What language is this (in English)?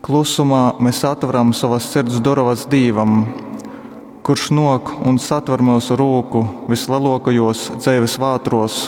Latgalian